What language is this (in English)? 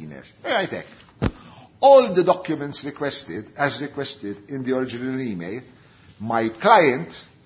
Maltese